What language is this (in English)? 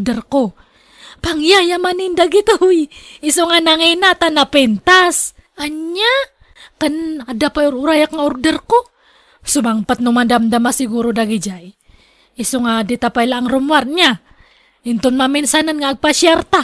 Iloko